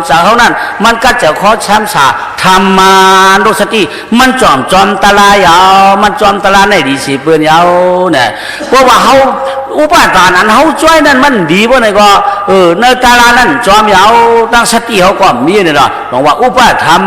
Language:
Shan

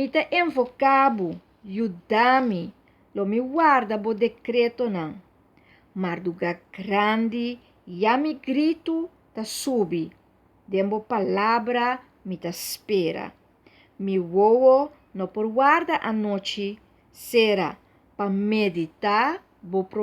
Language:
Papiamento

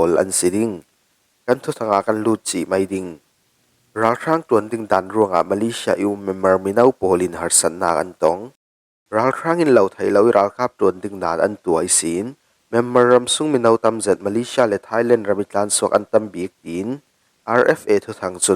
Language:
Falam Chin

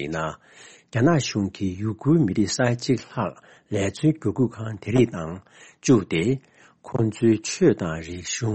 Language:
Tibetan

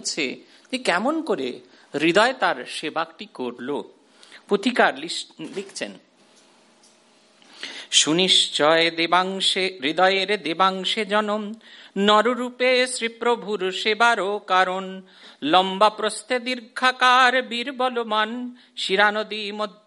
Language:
Bangla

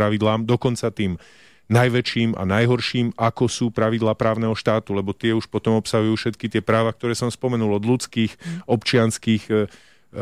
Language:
Slovak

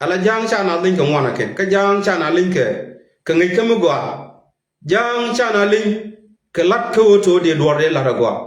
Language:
Nuer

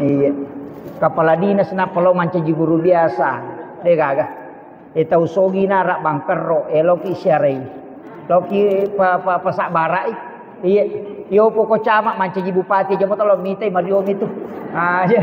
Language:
Buginese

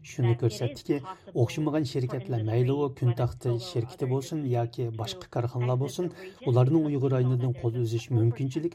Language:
Uyghur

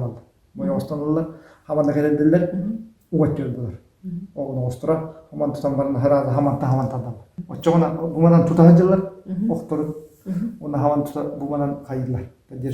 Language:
Yakut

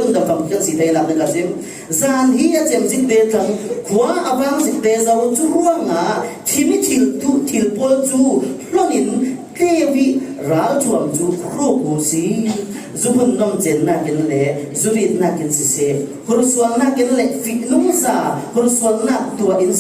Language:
Falam Chin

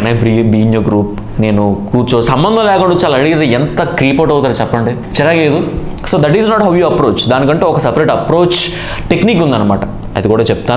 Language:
Telugu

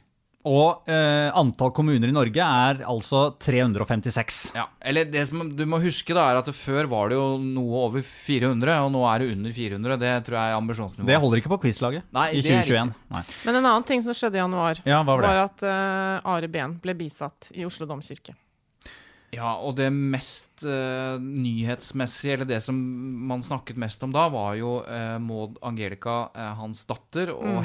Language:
Norwegian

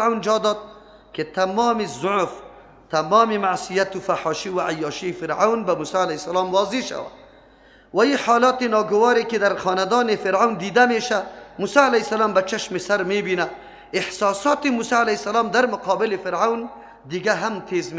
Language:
Persian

